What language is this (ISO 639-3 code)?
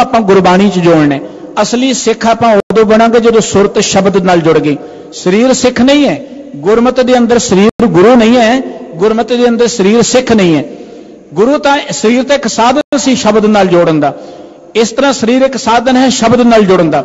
pan